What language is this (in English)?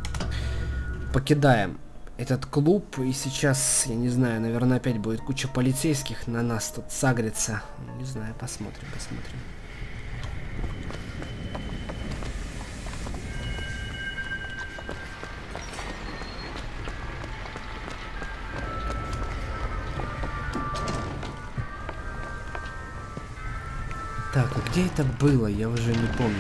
Russian